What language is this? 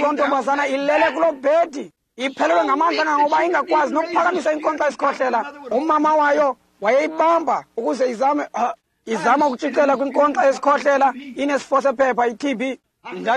Xhosa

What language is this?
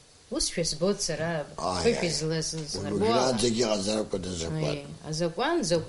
Abkhazian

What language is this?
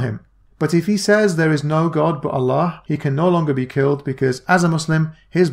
English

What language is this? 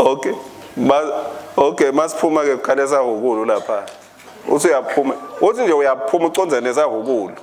Swati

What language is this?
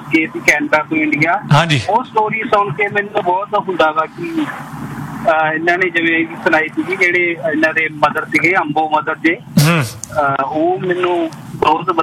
Punjabi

